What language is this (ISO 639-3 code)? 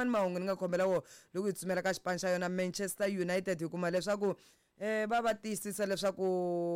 tso